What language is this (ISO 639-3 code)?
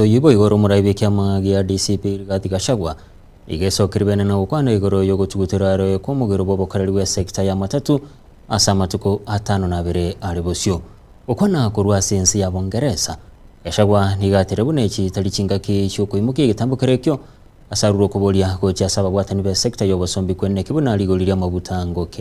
guz